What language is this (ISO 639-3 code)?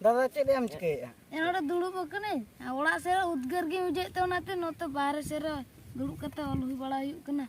sat